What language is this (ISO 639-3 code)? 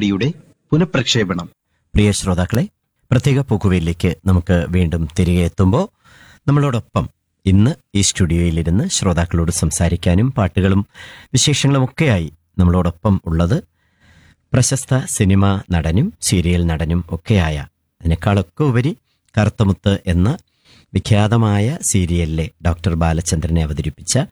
mal